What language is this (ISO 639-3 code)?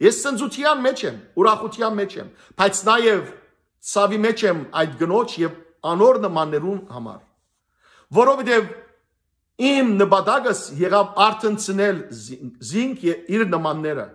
hyw